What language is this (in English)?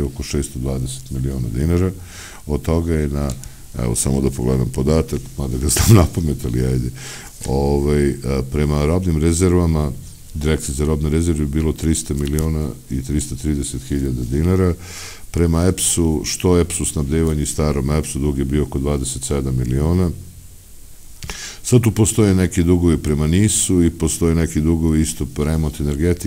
Serbian